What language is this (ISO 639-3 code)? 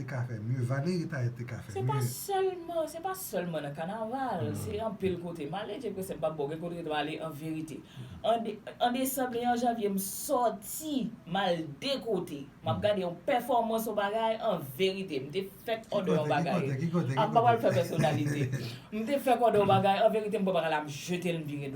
hat